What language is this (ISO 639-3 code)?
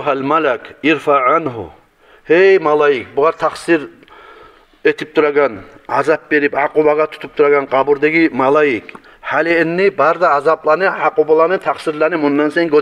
kum